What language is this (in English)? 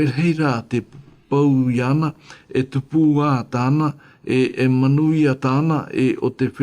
Tahitian